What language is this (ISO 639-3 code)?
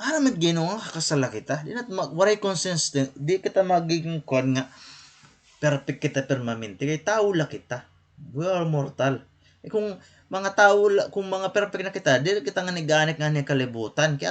war